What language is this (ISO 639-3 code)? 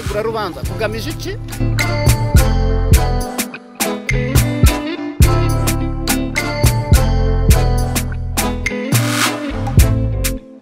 kin